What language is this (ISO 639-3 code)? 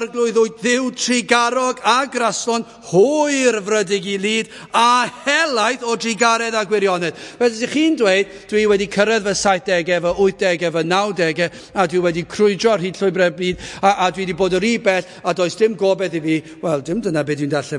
cym